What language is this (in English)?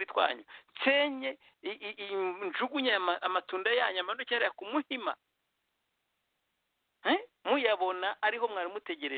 Kinyarwanda